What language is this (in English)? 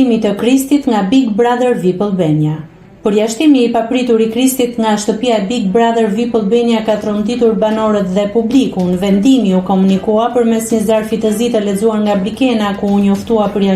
Albanian